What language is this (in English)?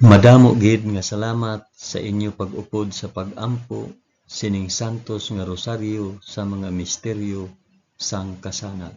Hiligaynon